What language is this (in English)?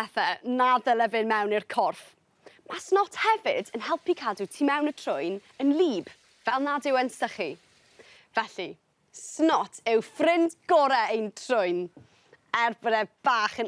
Welsh